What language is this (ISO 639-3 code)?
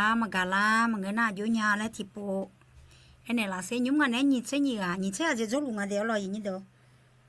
ahk